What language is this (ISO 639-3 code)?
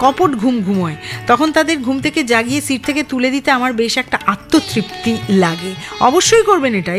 ben